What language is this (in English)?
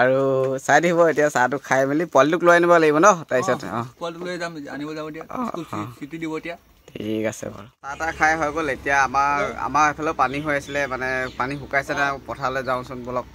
Assamese